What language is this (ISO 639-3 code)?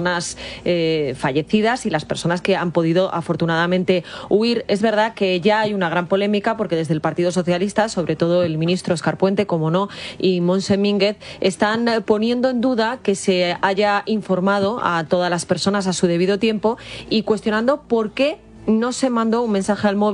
spa